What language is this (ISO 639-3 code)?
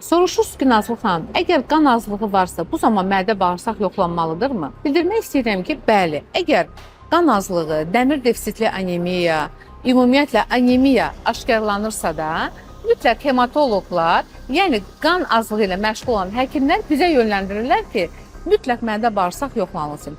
aze